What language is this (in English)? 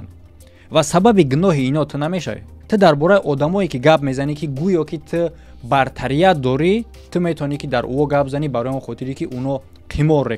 Tajik